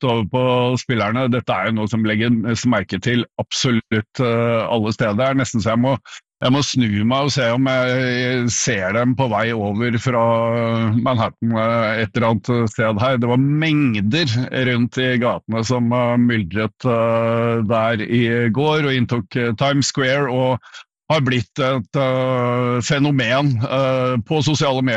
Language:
Norwegian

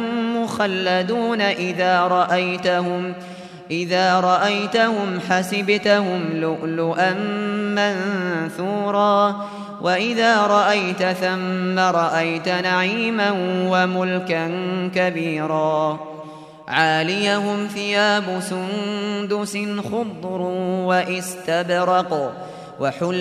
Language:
Arabic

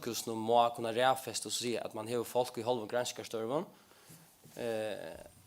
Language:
Faroese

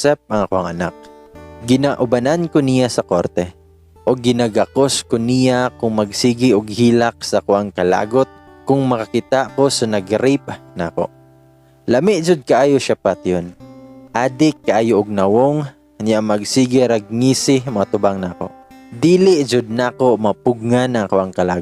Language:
Cebuano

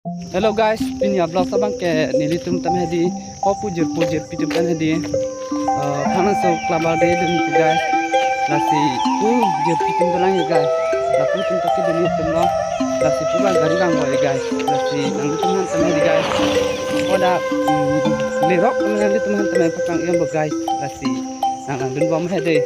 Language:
Karbi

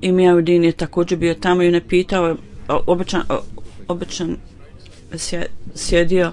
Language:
Bosnian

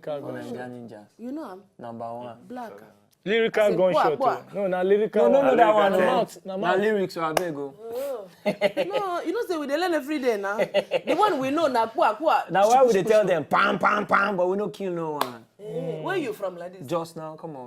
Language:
Nigerian Pidgin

